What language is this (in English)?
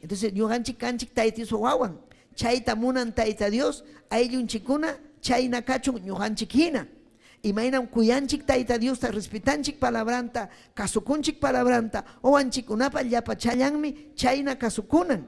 Ayacucho Quechua